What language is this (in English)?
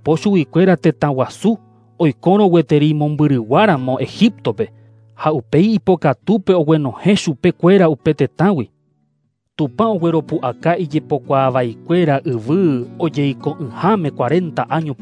Guarani